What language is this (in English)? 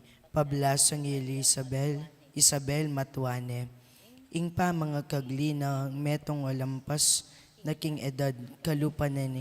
Pampanga